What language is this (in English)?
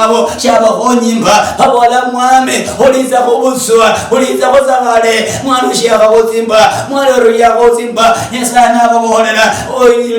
Luyia